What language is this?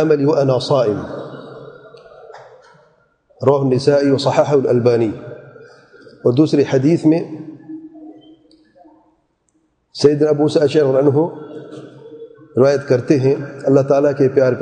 Urdu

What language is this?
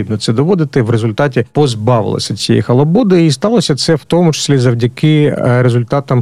Ukrainian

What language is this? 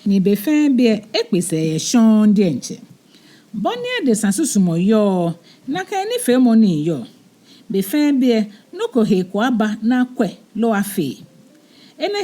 Ga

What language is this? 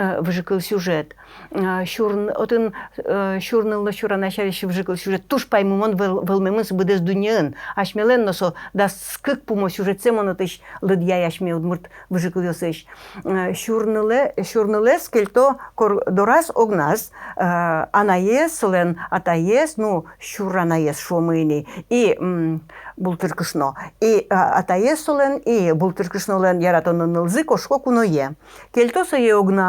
Udmurt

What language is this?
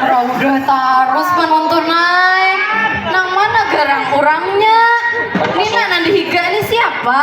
Banjar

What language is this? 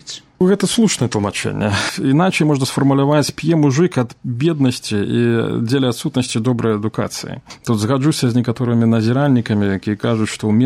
Belarusian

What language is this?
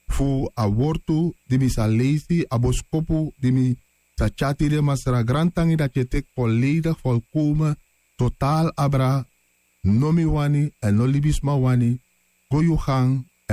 Sranan Tongo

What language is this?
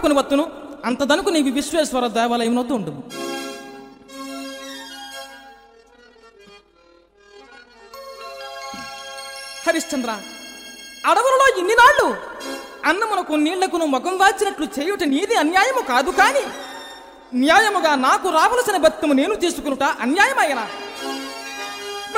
Telugu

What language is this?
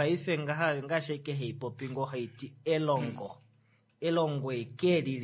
Kuanyama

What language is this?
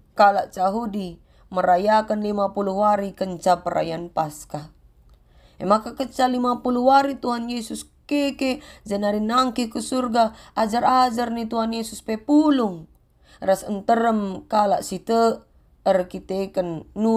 Batak Karo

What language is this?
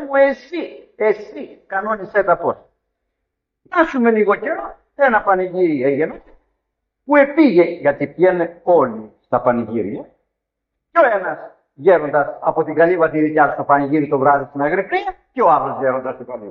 Greek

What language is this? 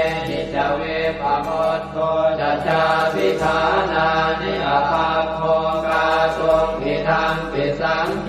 Pali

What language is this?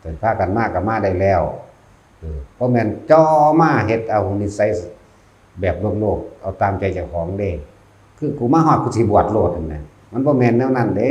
Northeastern Thai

